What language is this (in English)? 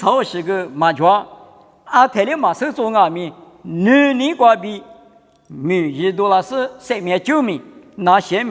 Lisu